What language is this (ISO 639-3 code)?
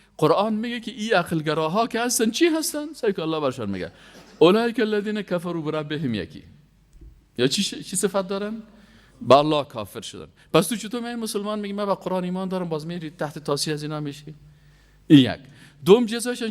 fas